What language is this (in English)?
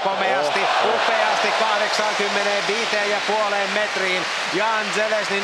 Finnish